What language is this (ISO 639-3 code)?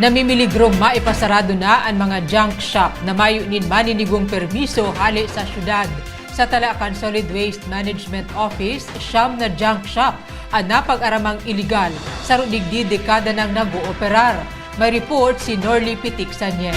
bik